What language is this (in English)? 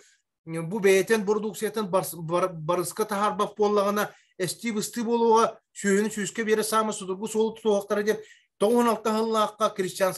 Yakut